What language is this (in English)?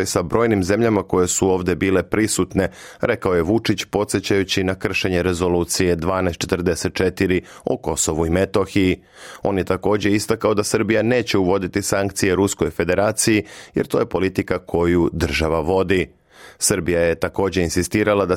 Serbian